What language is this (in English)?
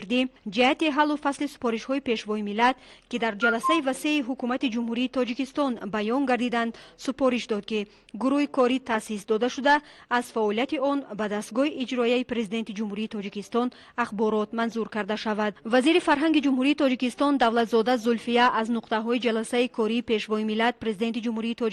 Tajik